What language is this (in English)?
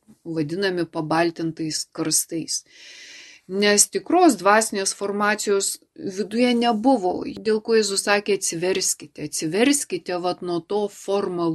Lithuanian